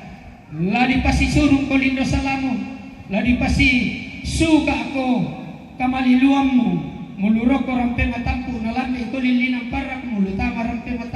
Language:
Toraja-Sa'dan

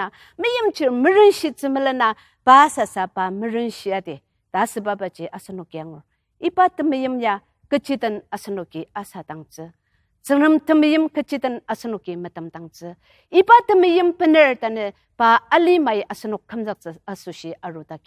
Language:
Ao Naga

